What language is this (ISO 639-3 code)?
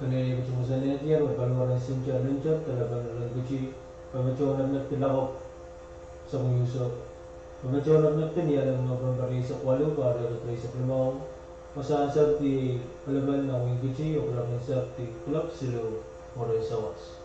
pon